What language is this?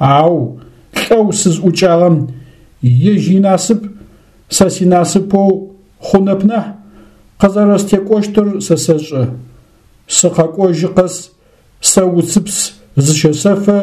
Adyghe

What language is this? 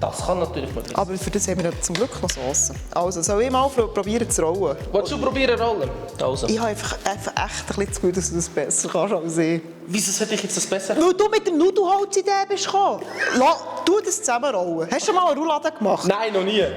Swiss German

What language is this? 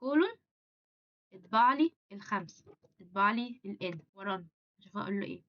Egyptian Arabic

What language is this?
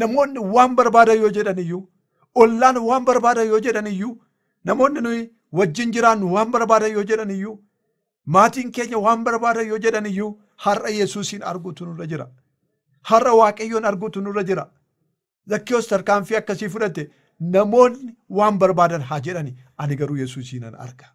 Oromo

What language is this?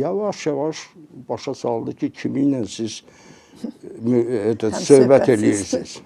Azerbaijani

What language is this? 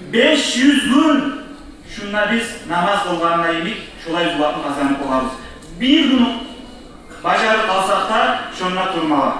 Kumyk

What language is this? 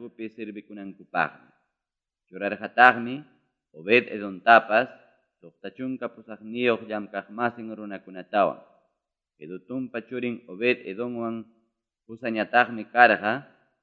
Ayacucho Quechua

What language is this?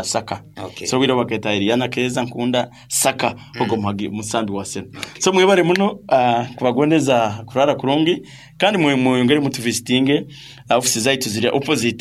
Nyankole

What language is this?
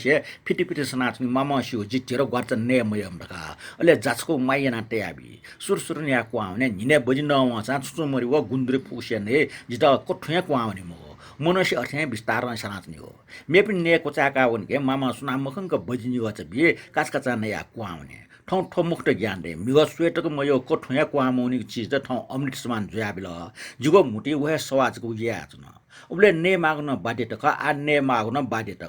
Newari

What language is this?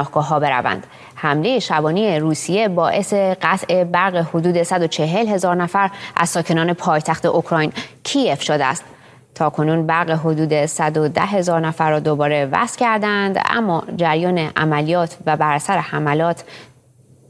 Persian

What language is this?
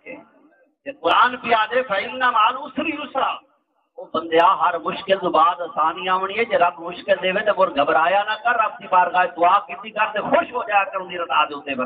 Saraiki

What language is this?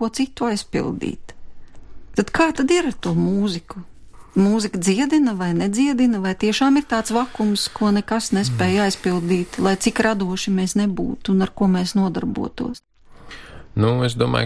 Latvian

